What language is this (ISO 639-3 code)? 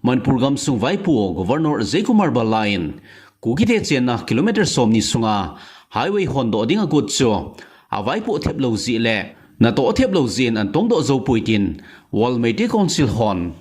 tcz